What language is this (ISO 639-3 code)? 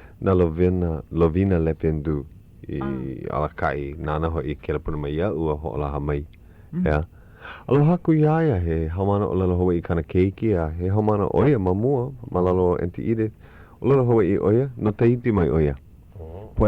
haw